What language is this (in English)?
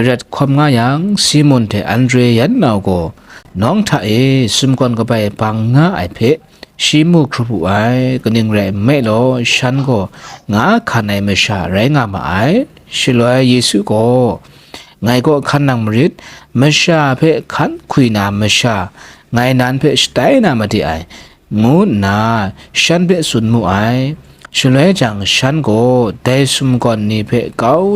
Kachin